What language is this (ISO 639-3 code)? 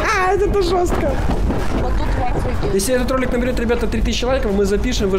rus